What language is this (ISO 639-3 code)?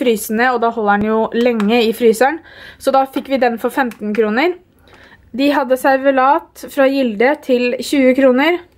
nor